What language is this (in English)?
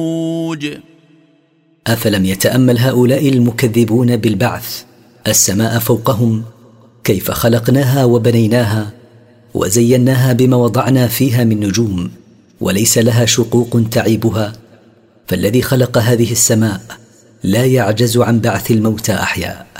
Arabic